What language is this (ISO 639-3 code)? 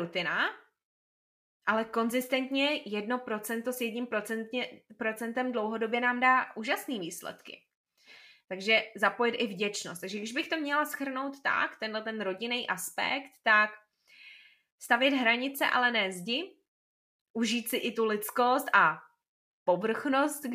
ces